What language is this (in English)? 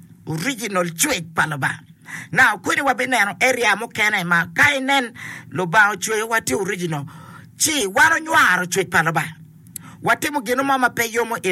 Acoli